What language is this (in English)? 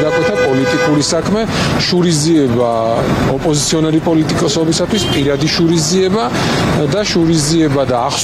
Georgian